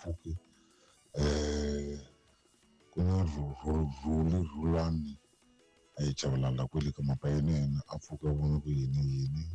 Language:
Tsonga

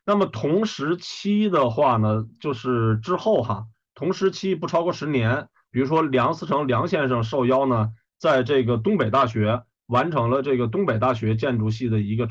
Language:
Chinese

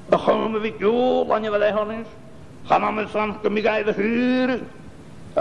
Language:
Scottish Gaelic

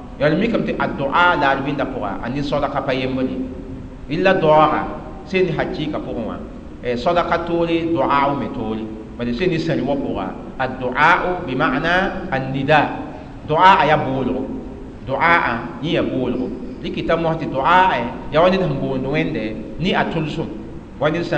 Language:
Mossi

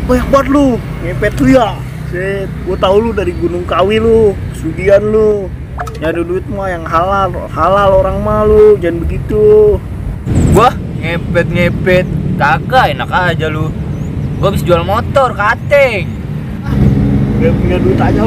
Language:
Betawi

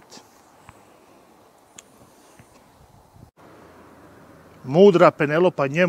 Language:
Croatian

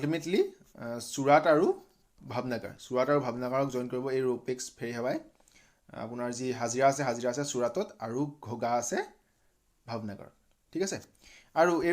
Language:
Assamese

